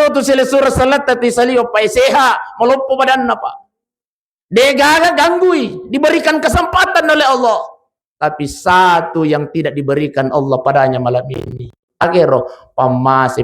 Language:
Buginese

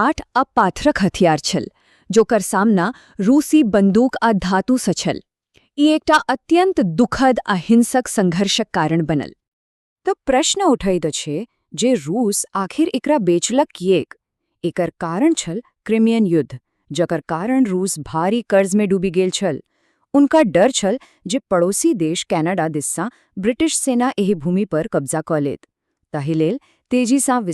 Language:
Maithili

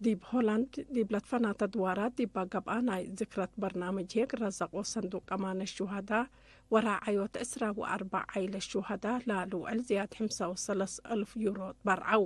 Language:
Tigre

